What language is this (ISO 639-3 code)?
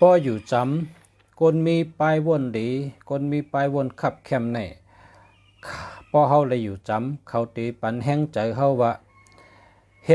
shn